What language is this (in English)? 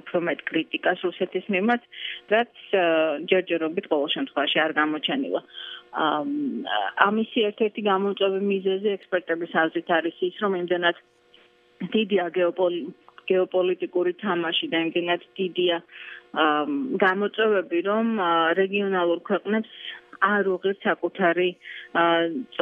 Georgian